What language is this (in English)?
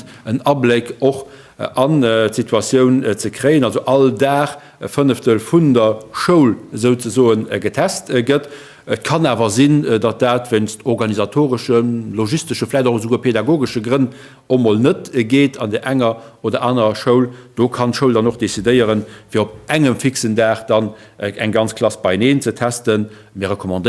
Luxembourgish